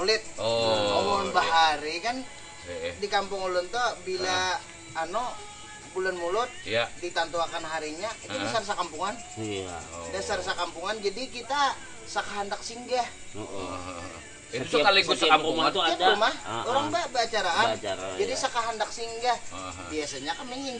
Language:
Banjar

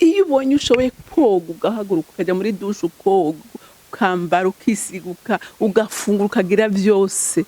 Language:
Rundi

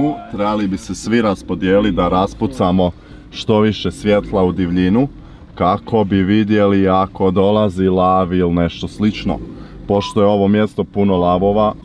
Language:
Croatian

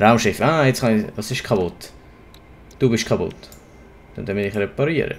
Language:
Swiss German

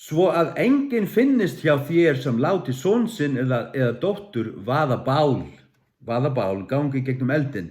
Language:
Faroese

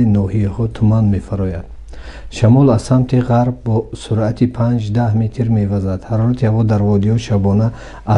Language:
Tajik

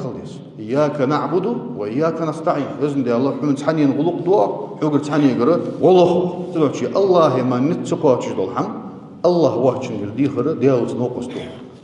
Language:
Ingush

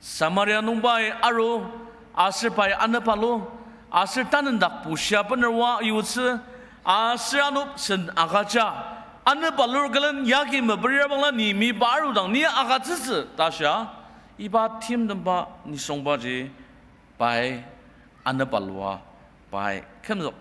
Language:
Ao Naga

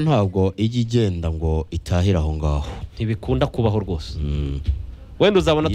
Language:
Kinyarwanda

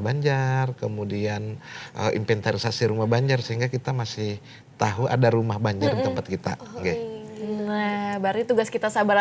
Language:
Banjar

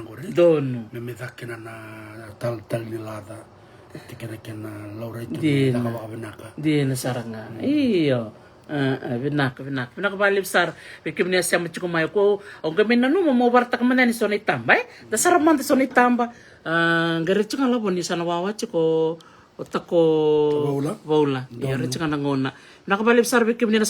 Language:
Fijian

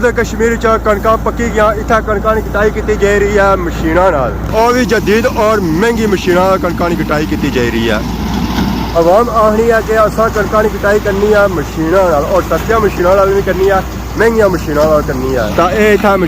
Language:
Pahari-Potwari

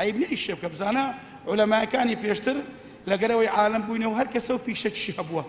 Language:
Central Kurdish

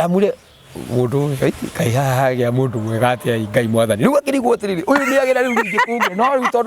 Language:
Kikuyu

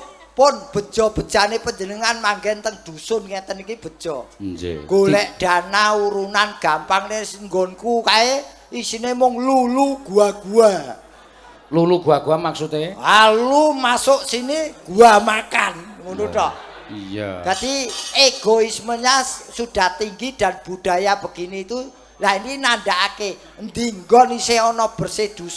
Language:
Javanese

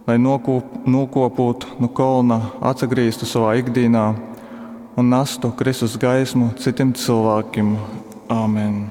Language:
Latgalian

